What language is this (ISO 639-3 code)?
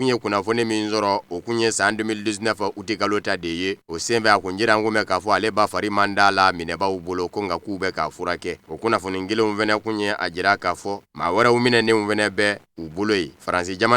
bam